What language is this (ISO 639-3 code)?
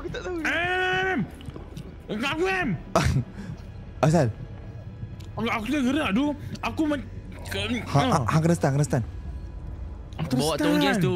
msa